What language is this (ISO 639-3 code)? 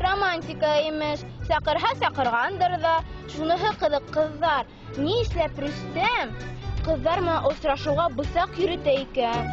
bak